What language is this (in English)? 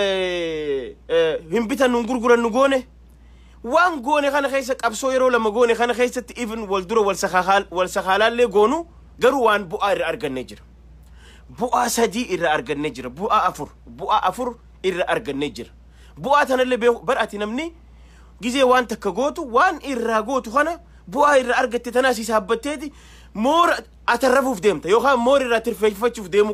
Oromo